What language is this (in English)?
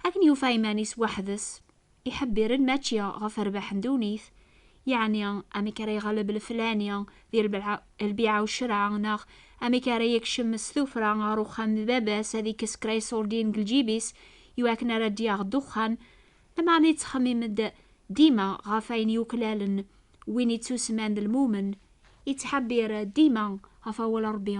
Kabyle